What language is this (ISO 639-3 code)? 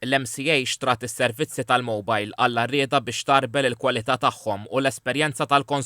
mlt